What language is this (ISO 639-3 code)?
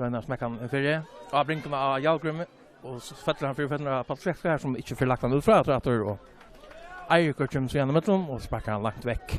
fao